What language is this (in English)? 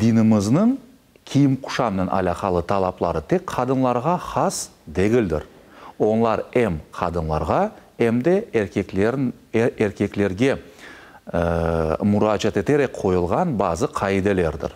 Crimean Tatar